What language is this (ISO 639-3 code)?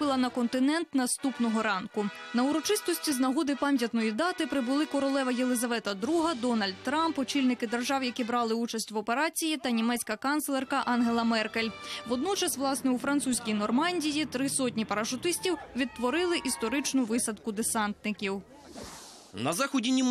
ukr